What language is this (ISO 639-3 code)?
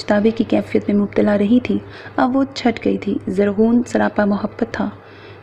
urd